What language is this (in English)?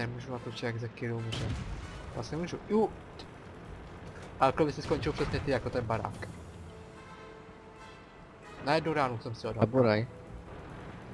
Czech